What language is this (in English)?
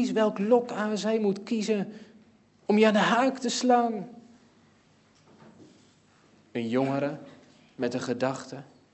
Dutch